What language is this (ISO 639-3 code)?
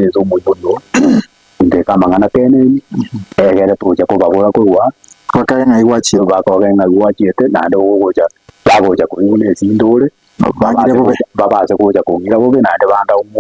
guz